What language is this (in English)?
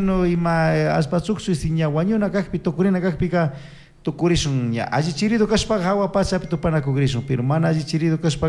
Chimborazo Highland Quichua